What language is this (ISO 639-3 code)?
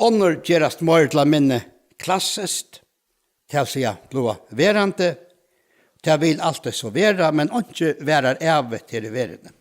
fao